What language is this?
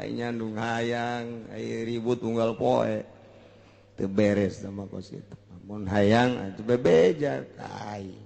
Sundanese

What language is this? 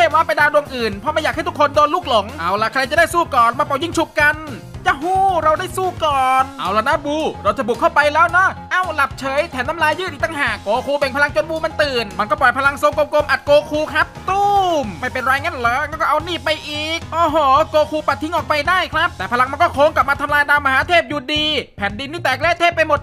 Thai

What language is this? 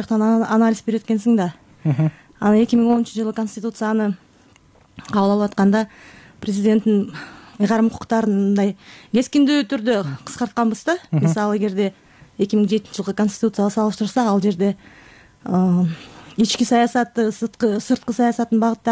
Kyrgyz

